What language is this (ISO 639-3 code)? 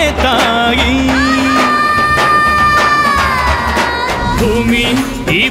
kan